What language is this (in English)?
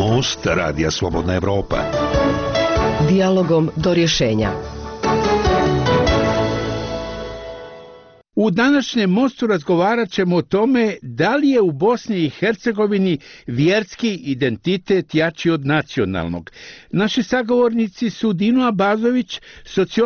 Bosnian